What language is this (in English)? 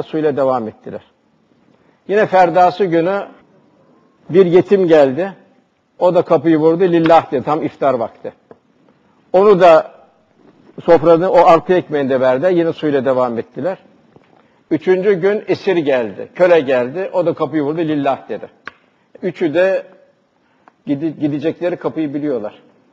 Turkish